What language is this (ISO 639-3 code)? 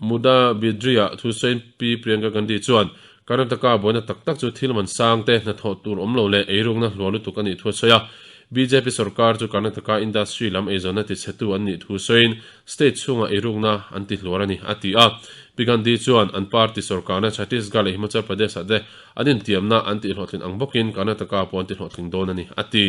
lus